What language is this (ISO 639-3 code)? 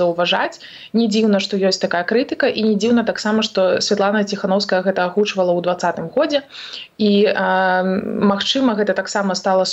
bel